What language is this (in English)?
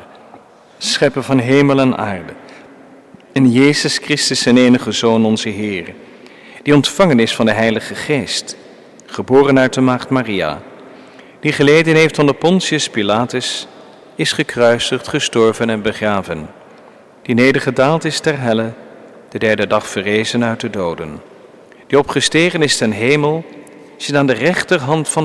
Dutch